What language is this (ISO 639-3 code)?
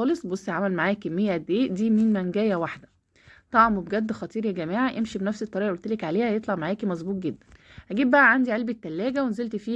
arz